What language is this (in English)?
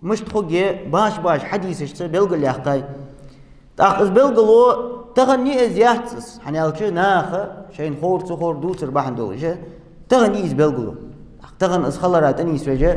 Ingush